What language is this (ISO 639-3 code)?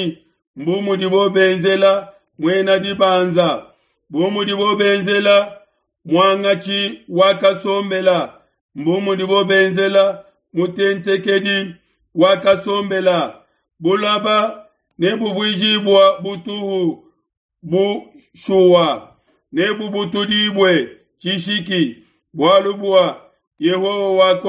lua